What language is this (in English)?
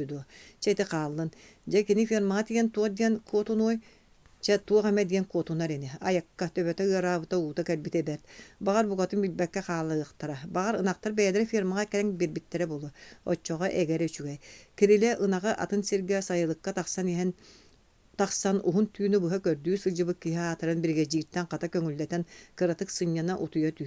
Yakut